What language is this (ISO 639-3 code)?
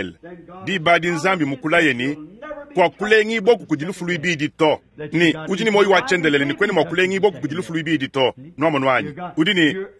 lua